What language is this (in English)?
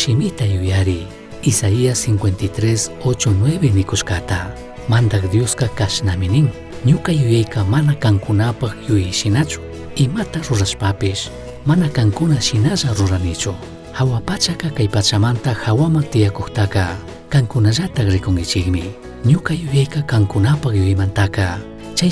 Chimborazo Highland Quichua